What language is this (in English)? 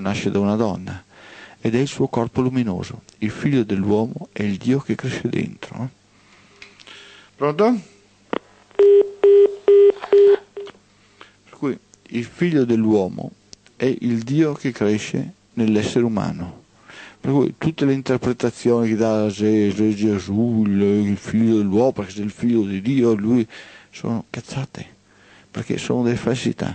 Italian